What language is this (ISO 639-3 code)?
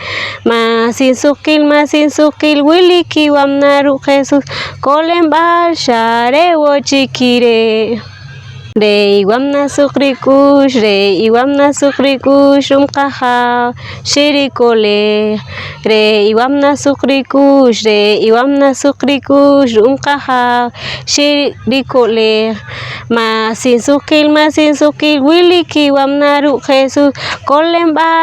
poh